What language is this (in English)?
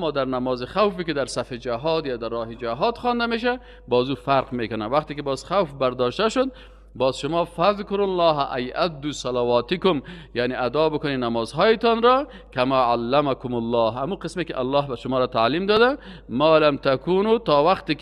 Persian